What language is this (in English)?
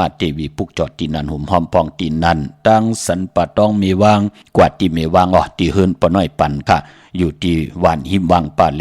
Shan